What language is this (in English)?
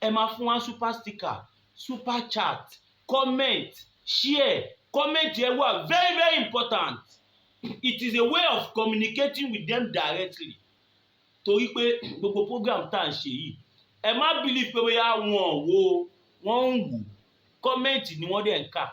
Yoruba